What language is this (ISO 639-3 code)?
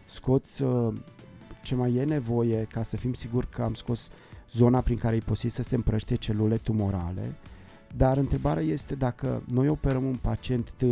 ron